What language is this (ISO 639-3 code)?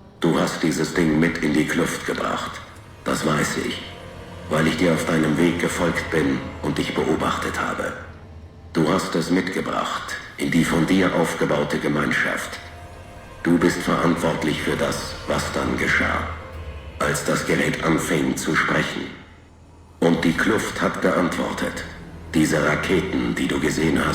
bar